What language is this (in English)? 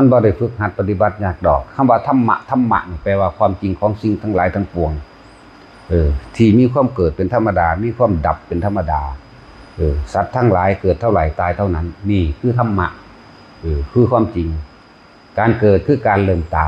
Northeastern Thai